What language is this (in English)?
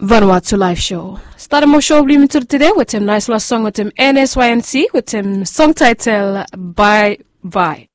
Bislama